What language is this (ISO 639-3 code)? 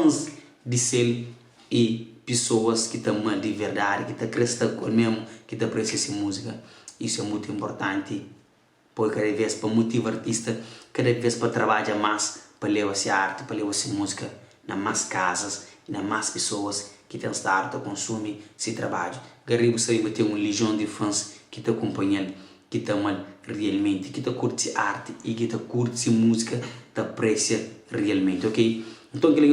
kea